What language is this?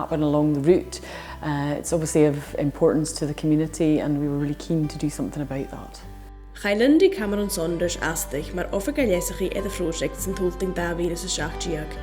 Scottish Gaelic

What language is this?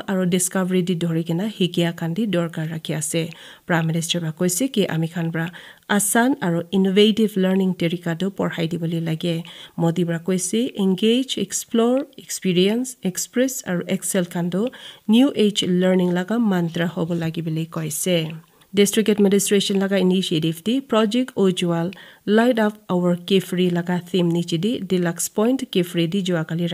Naga Pidgin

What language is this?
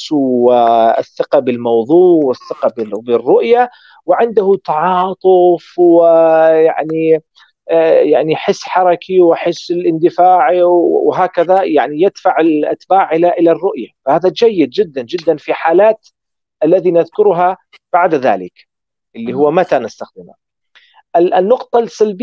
Arabic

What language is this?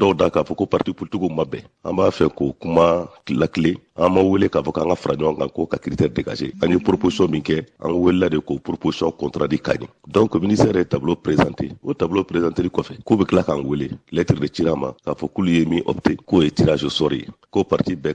Bambara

